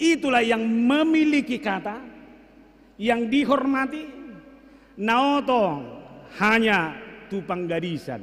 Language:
Batak Toba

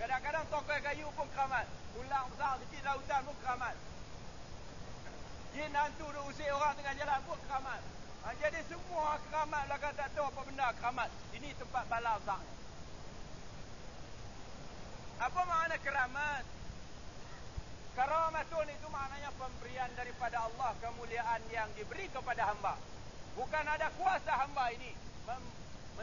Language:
Malay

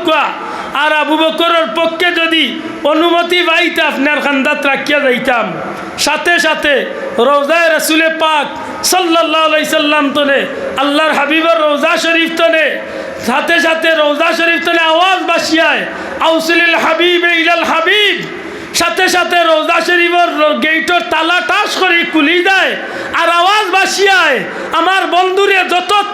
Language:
Sylheti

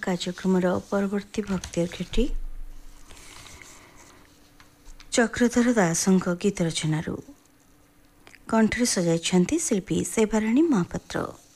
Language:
Odia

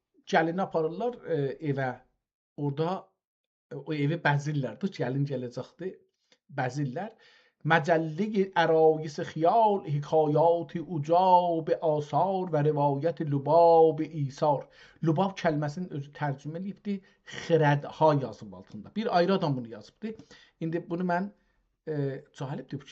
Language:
South Azerbaijani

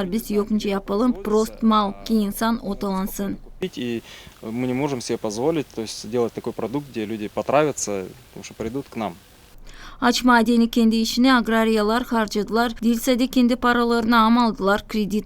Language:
Gagauz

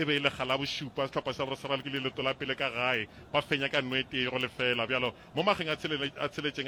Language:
Northern Sotho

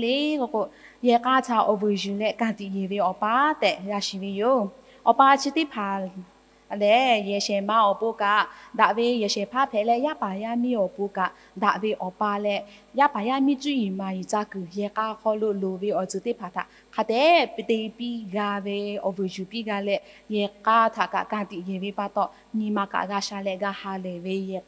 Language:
Lahu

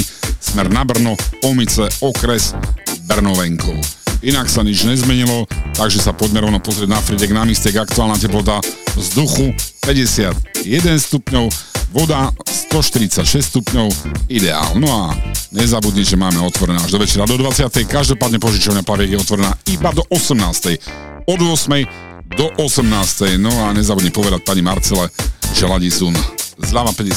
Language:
Slovak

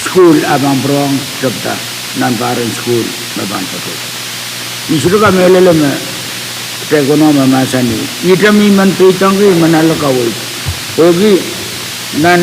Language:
Pohnpeian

